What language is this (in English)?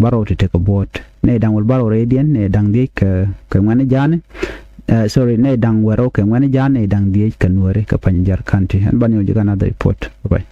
Nuer